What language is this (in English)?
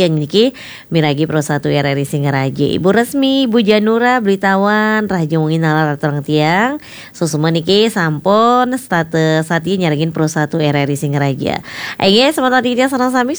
Balinese